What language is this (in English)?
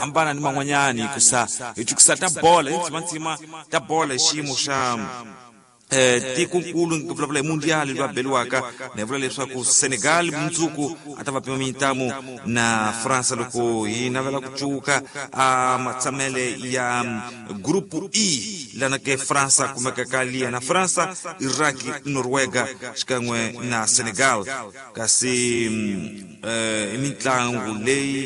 Tsonga